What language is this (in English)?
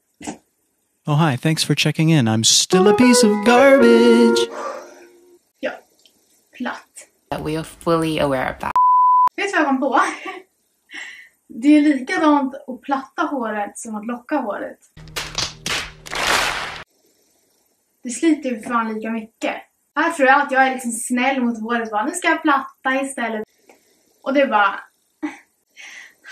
Swedish